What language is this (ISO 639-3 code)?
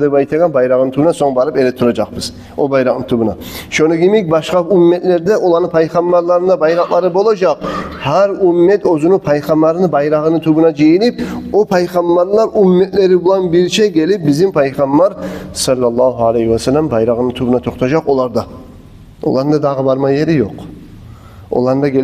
kum